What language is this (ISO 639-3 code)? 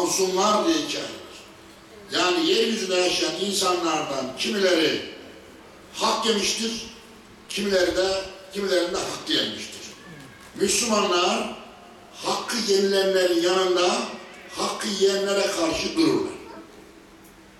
tur